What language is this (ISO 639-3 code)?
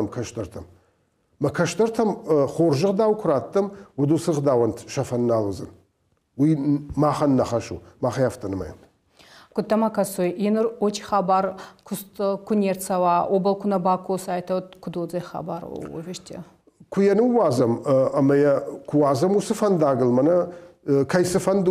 oss